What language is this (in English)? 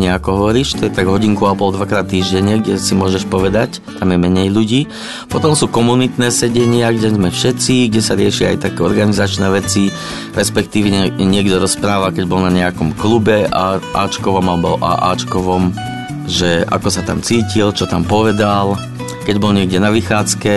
Slovak